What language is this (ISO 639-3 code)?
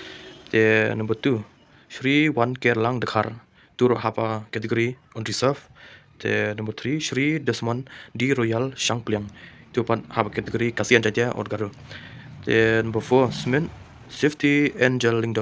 kha